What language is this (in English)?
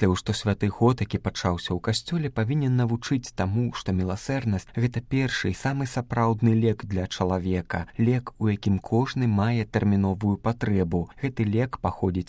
Belarusian